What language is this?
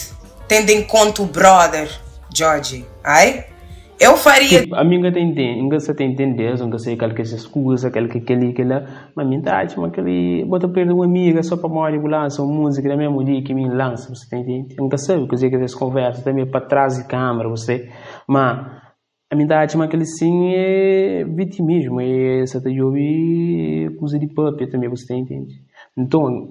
Kabuverdianu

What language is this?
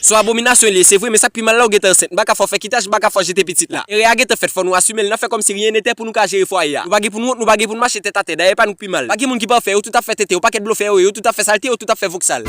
Haitian Creole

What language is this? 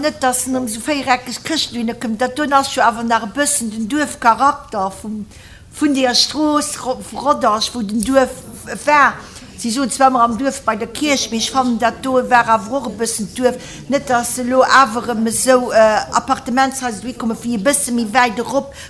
Luxembourgish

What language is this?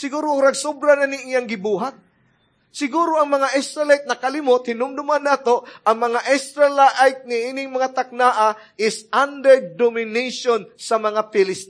Cebuano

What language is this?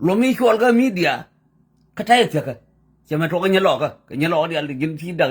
Nuer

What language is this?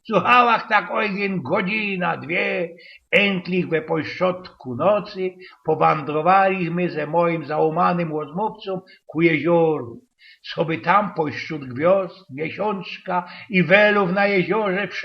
Silesian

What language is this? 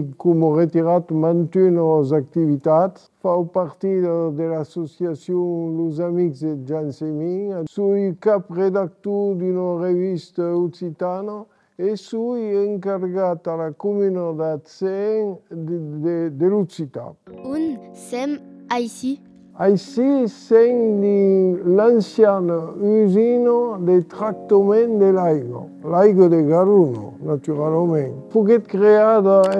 Occitan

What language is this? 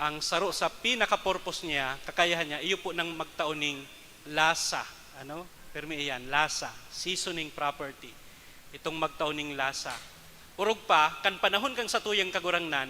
Bikol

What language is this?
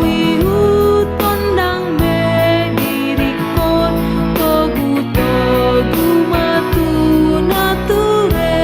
Batak Toba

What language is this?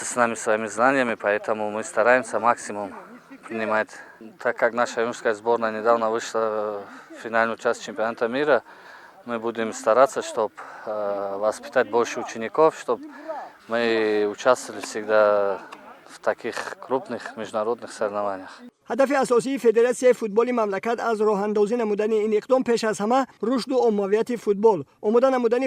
Tajik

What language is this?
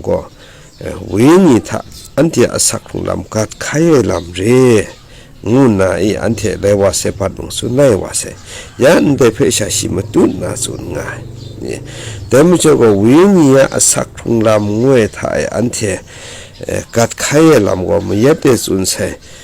Kachin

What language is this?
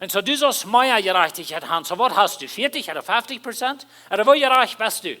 Plautdietsch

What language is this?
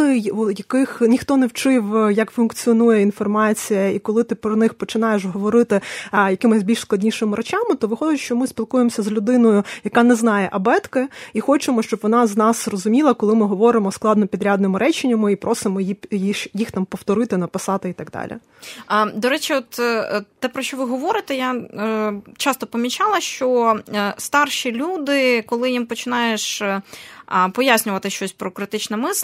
Ukrainian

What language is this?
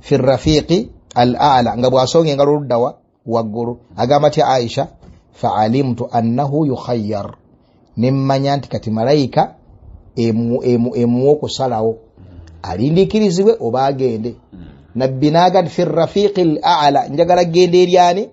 Ganda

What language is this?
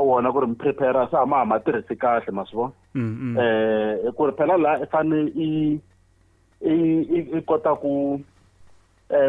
Tsonga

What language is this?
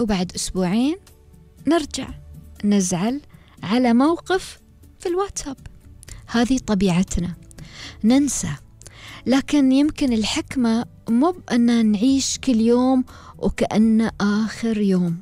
Gulf Arabic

